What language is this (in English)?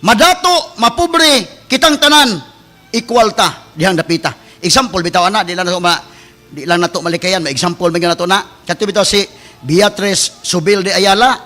Cebuano